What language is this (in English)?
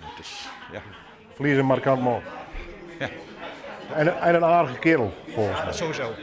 Western Frisian